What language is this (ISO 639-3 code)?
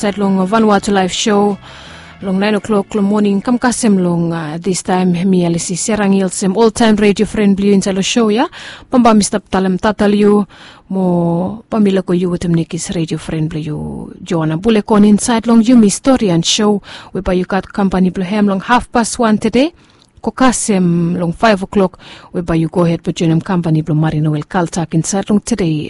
bis